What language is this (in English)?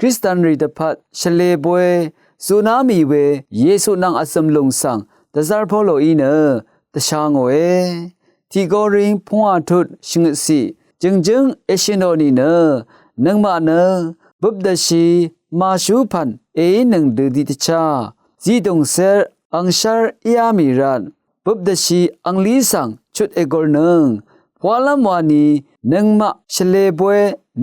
Rawang